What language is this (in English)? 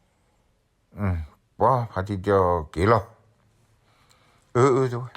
S'gaw Karen